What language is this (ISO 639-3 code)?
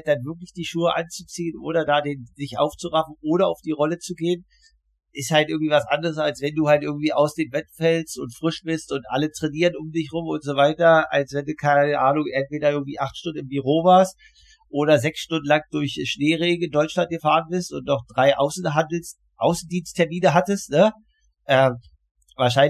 deu